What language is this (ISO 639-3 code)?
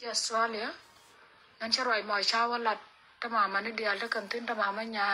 nus